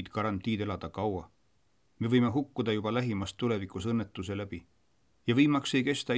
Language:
Estonian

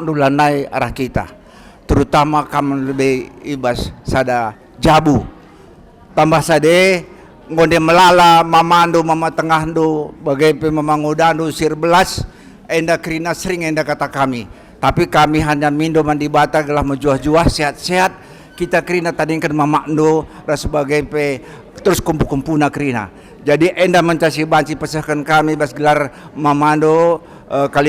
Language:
Batak Karo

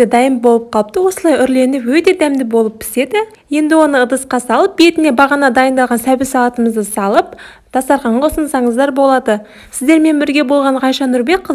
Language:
Kazakh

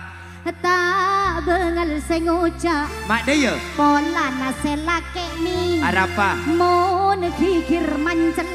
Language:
Madurese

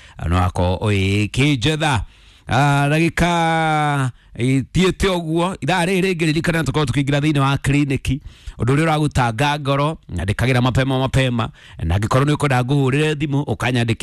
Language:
Kikuyu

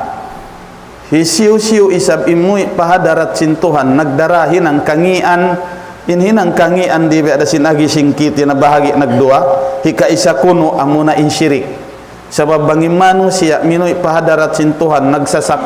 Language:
Tausug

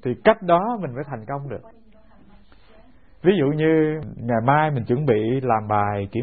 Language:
Vietnamese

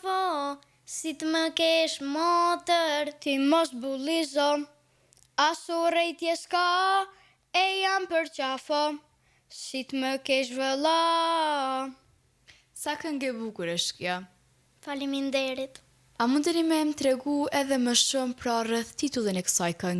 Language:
Albanian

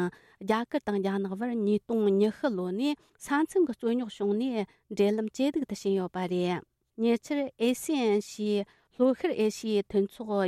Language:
Tibetan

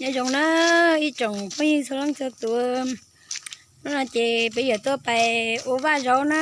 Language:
Hmong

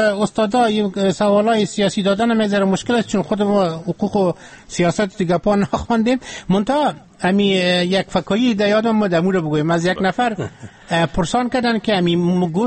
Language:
Persian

